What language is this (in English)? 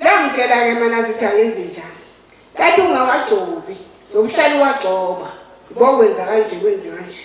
Zulu